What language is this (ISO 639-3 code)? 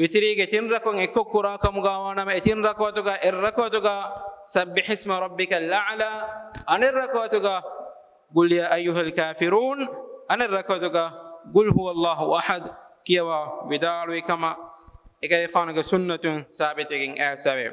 div